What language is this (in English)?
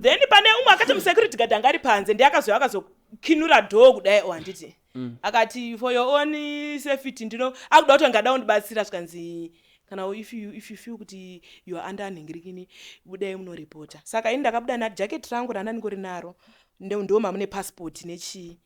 Shona